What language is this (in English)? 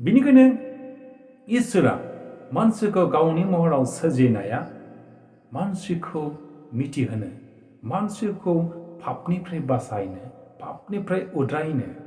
Bodo